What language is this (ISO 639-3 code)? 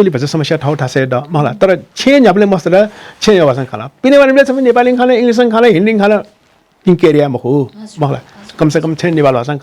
new